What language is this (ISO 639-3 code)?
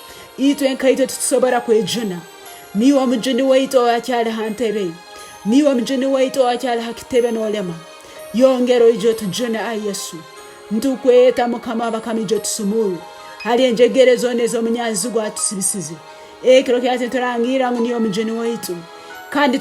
ttj